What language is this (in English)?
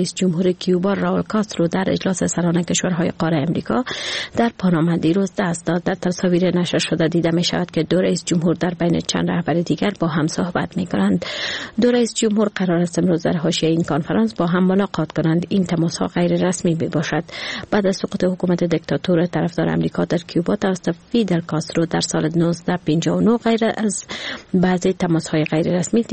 Persian